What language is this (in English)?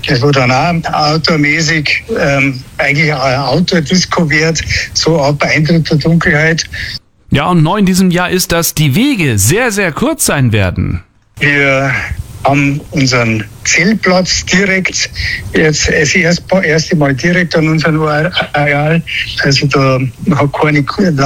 German